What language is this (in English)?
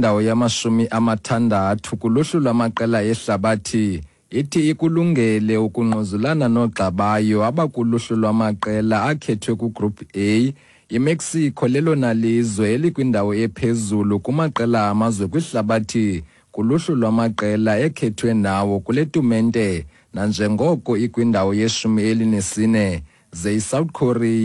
Xhosa